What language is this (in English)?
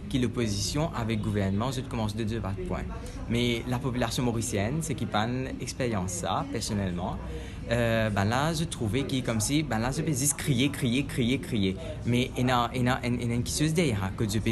Morisyen